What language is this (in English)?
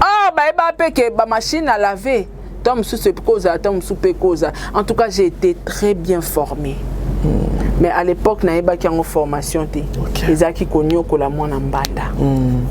Lingala